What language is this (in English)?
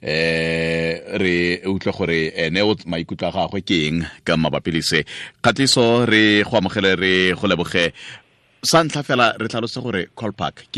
Tswana